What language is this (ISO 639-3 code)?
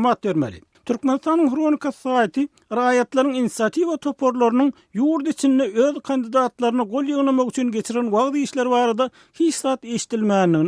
tuk